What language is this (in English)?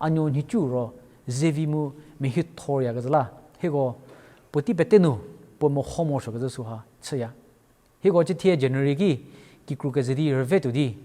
Angami Naga